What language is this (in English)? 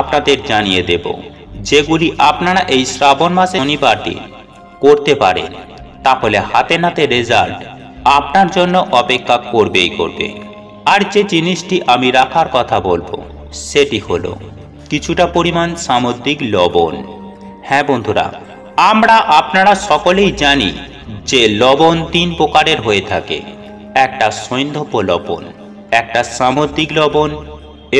Bangla